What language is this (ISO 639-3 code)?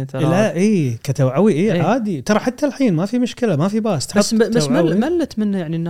afb